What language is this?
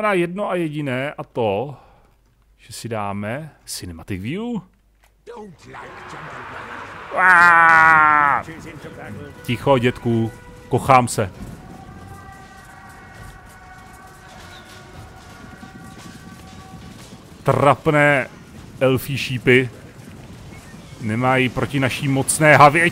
Czech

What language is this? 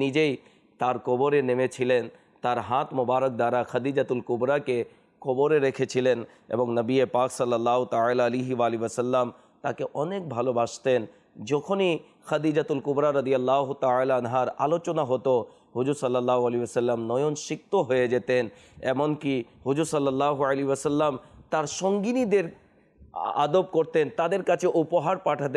Bangla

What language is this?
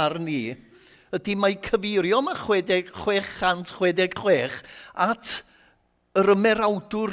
Welsh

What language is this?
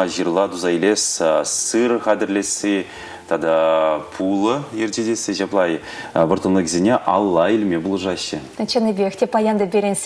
Chuvash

